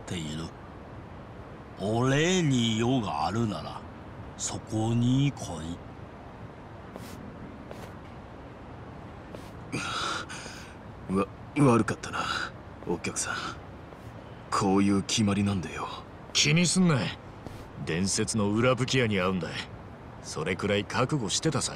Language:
Japanese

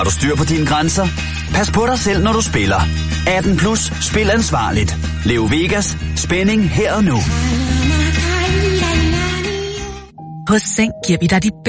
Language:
Danish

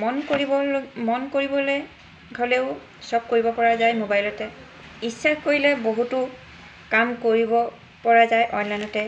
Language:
Assamese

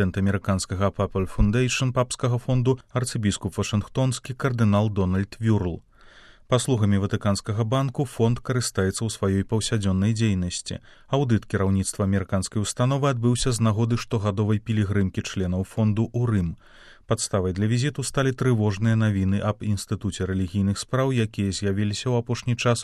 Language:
Belarusian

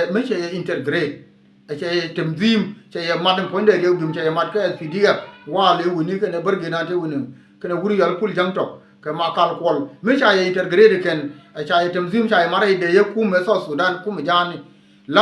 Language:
Nuer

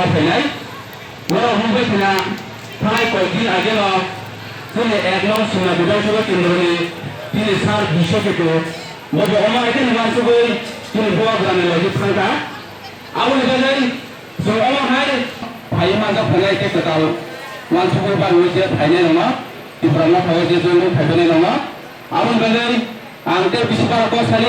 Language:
Kok Borok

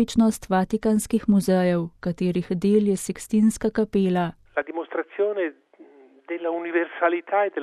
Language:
Slovenian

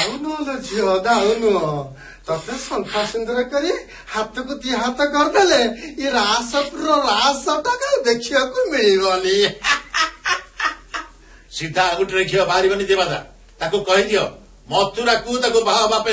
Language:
Odia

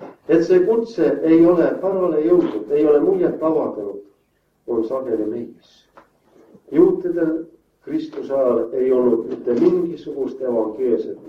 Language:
Estonian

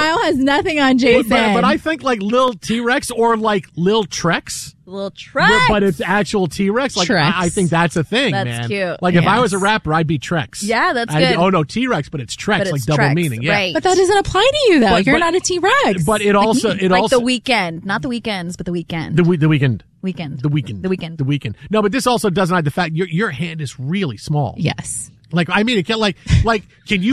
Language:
English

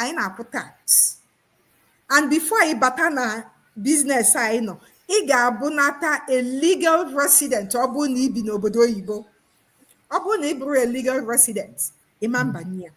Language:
Igbo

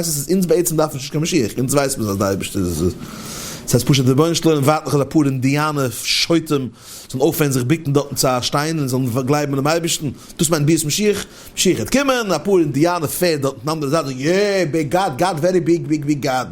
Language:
Yiddish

